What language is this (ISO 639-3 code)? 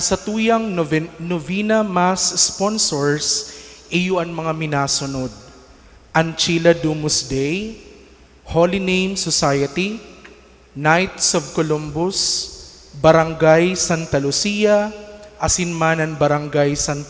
bik